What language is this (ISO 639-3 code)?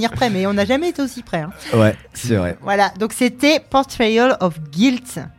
fra